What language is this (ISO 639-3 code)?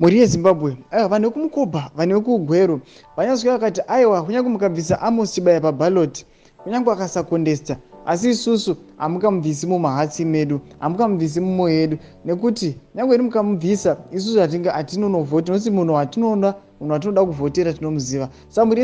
sna